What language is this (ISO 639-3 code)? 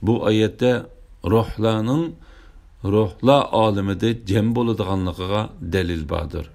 uig